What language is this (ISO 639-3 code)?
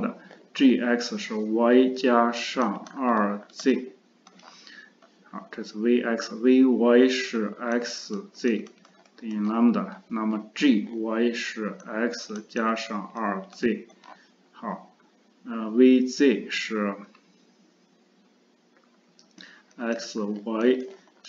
zho